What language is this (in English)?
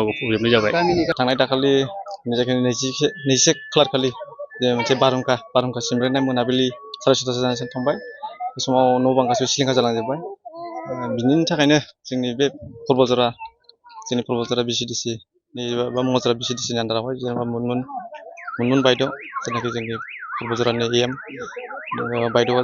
Bodo